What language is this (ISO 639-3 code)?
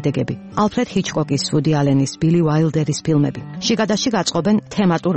kat